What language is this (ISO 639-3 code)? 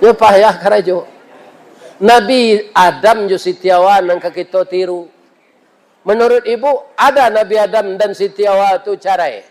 min